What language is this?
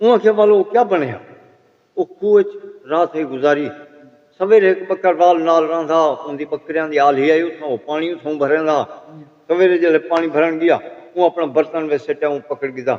Saraiki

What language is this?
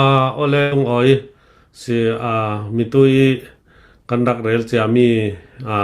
Hakha Chin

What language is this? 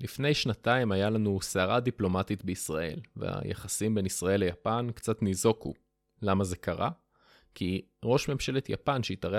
Hebrew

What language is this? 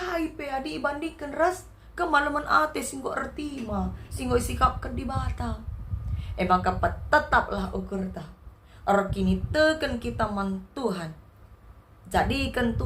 Batak Karo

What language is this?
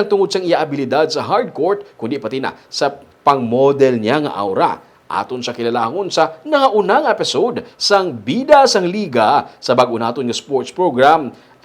Hiligaynon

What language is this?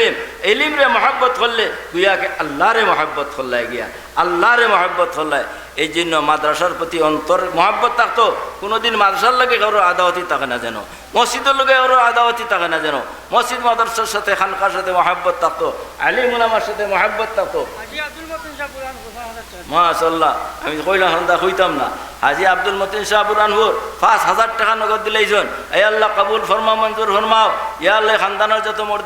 Sylheti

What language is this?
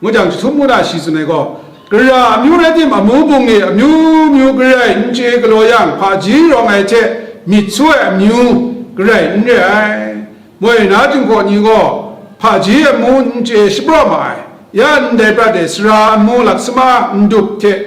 Kachin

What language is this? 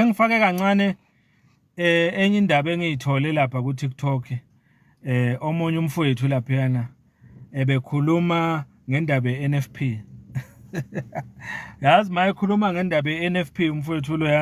Zulu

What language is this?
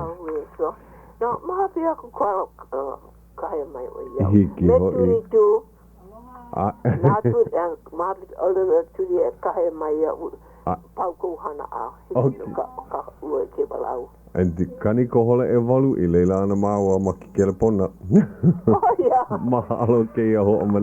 Hawaiian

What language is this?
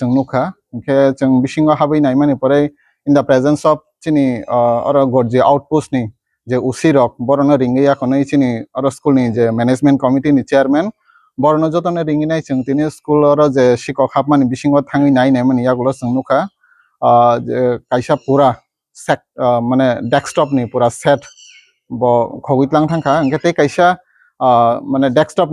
Riang (India)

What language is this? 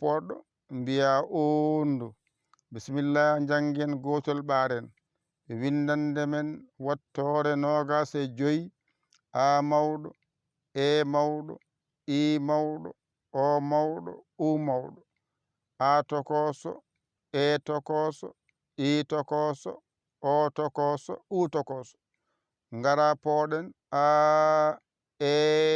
Fula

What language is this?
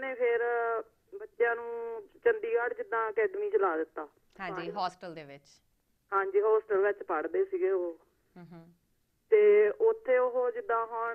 Punjabi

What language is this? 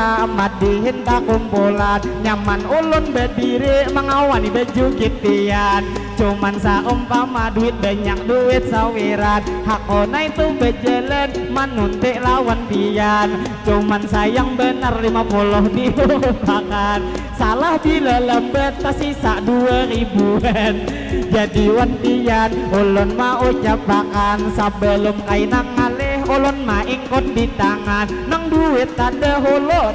Banjar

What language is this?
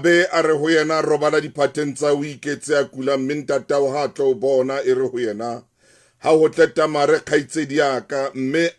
Southern Sotho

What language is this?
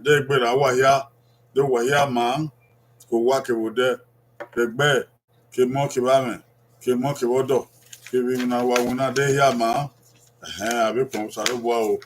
Bini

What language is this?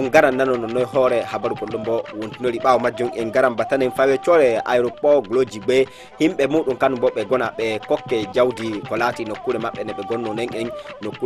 Fula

